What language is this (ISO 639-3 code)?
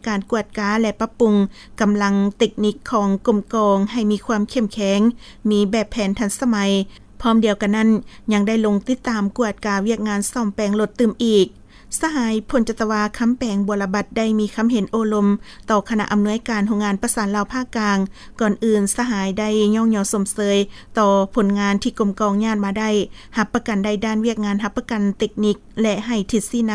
lao